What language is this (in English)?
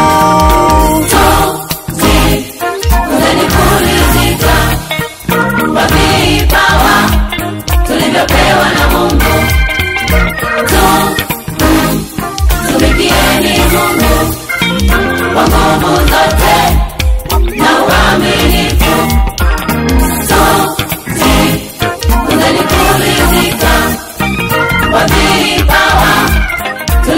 Swahili